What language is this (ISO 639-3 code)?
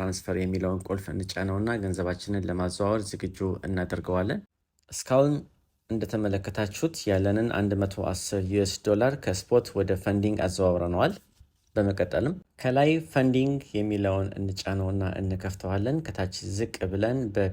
amh